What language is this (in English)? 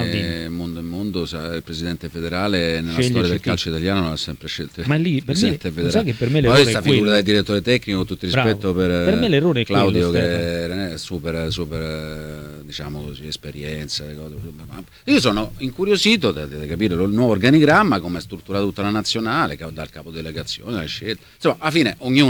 Italian